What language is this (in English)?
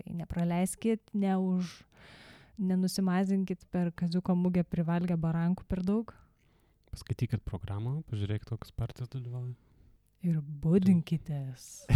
Lithuanian